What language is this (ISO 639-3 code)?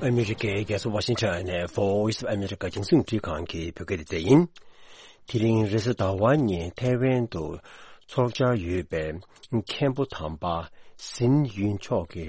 bod